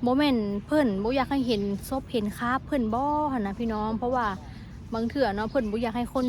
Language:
Lao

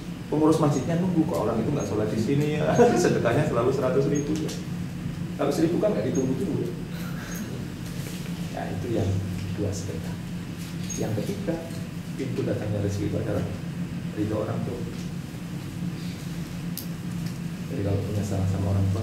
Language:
Indonesian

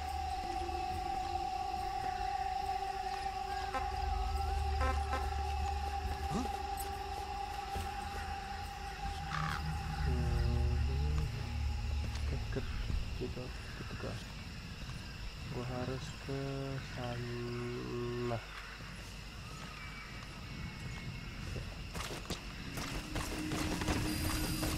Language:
Indonesian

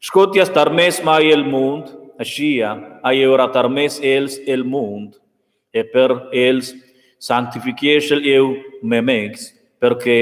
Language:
Romansh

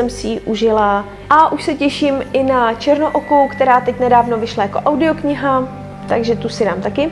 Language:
Czech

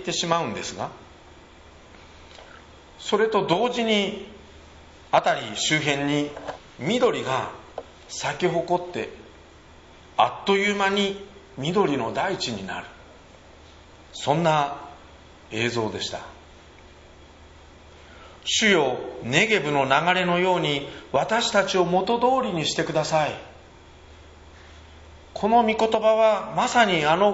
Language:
Japanese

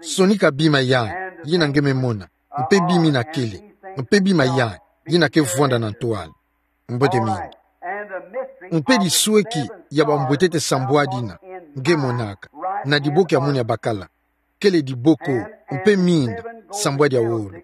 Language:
Kituba (Democratic Republic of Congo)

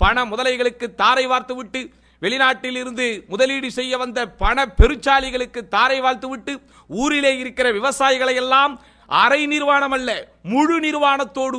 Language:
Tamil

